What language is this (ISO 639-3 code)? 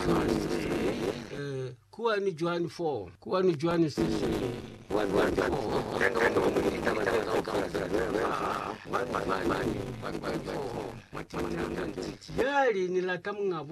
loz